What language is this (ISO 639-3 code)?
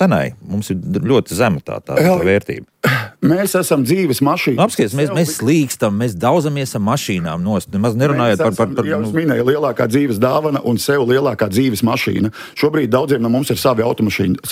lav